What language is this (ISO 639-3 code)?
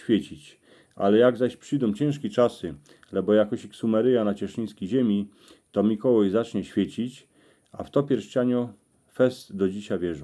szl